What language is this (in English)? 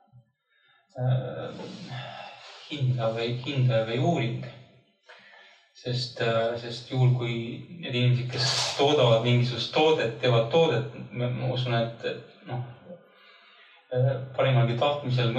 Estonian